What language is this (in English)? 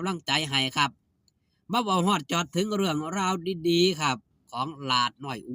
Northeastern Thai